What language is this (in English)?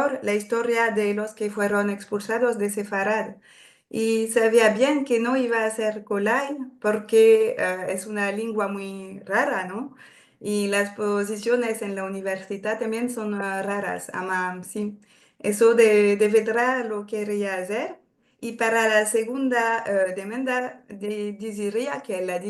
Ladino